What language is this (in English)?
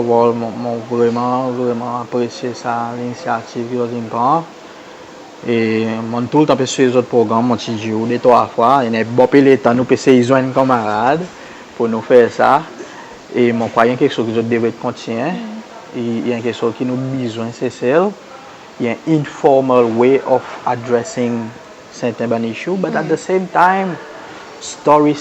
Seselwa Creole French